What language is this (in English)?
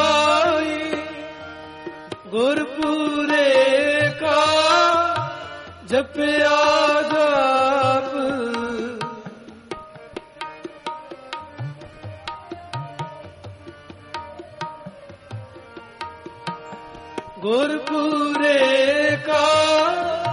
Punjabi